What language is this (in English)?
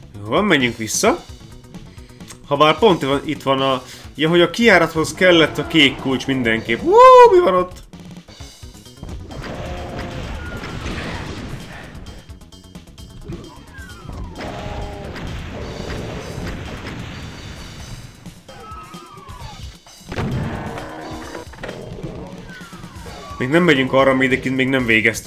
Hungarian